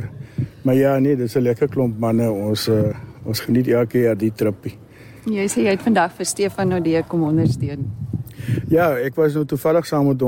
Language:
Afrikaans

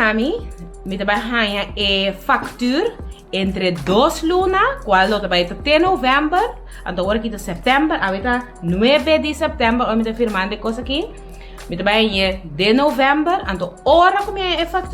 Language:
Papiamento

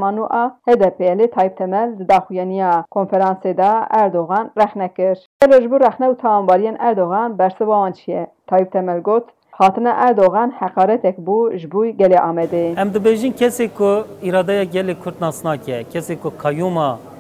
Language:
Kurdish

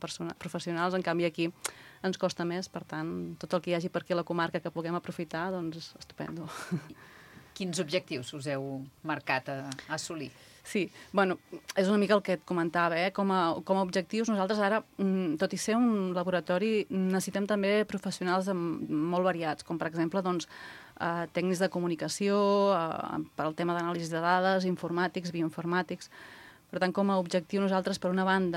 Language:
Catalan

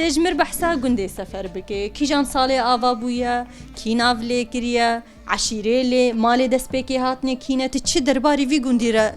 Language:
Kurdish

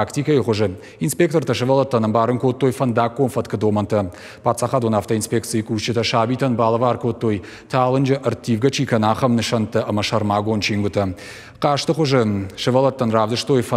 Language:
Ossetic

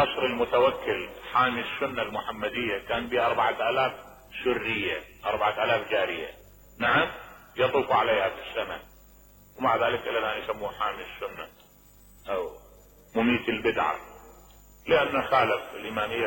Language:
Mesopotamian Arabic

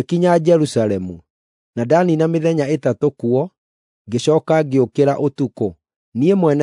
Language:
Kikuyu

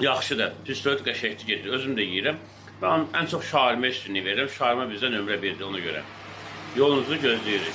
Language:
Azerbaijani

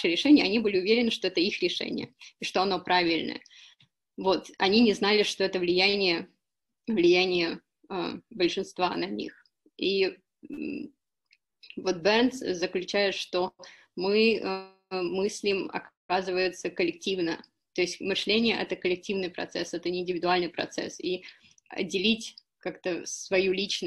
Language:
Russian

